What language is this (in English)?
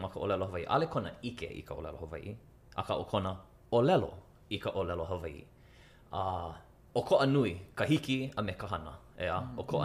Hawaiian